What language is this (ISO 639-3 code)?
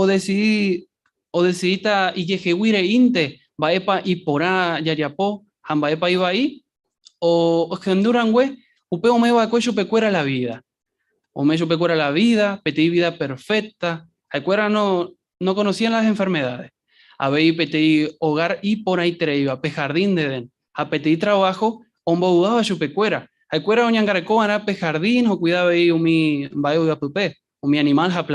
grn